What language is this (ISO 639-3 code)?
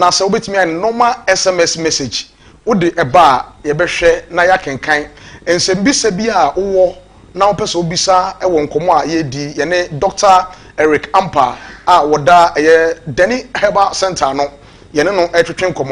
aka